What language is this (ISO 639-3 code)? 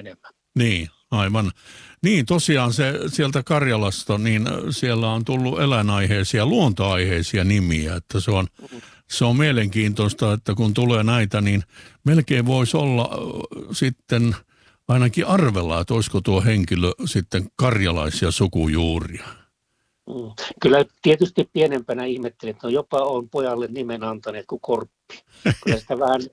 fin